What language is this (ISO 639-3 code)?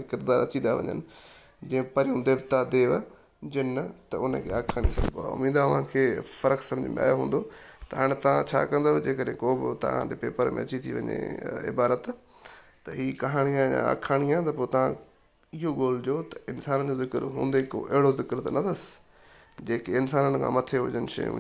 snd